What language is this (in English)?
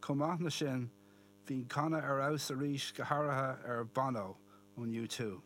Irish